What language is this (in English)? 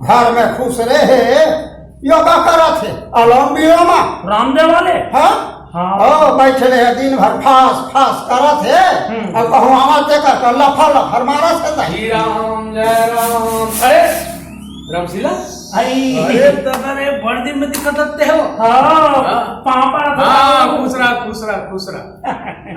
Chhattisgarhi